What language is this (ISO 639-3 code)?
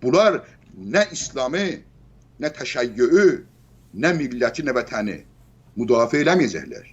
azb